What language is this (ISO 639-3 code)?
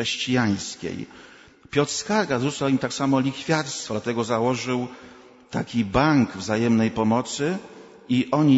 pol